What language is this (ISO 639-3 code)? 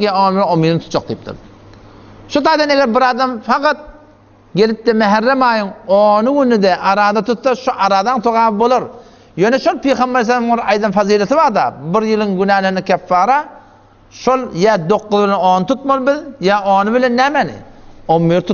tuk